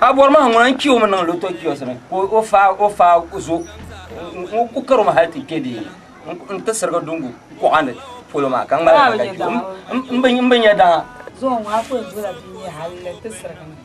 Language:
Dagbani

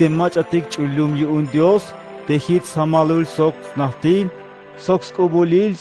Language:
Tzeltal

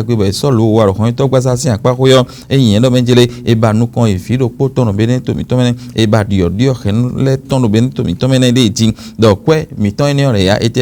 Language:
Fon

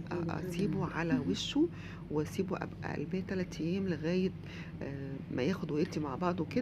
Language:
Egyptian Arabic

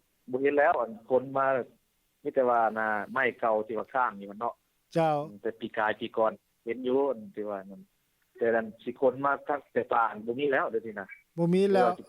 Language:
Lao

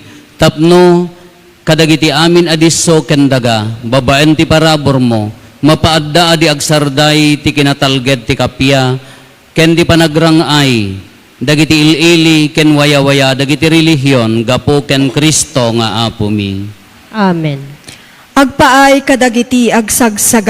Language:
Iloko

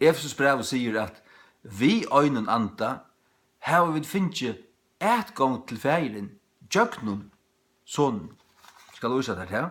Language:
Faroese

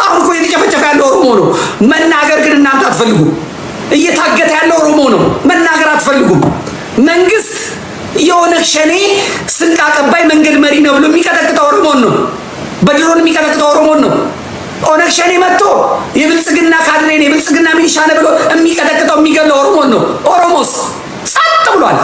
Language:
Amharic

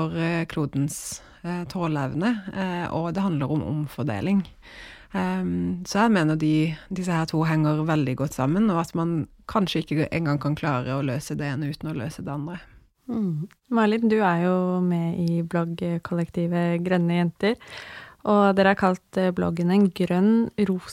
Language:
Norwegian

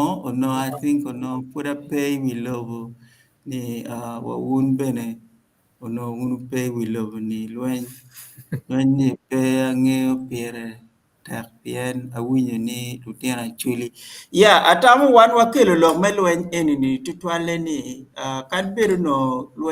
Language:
Acoli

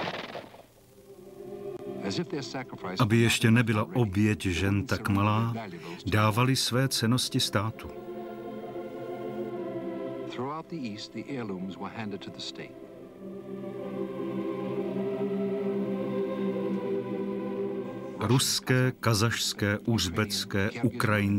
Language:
Czech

